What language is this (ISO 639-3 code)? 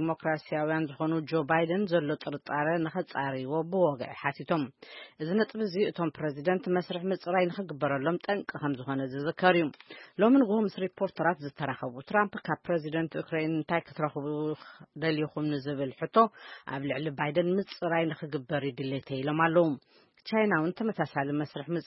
tir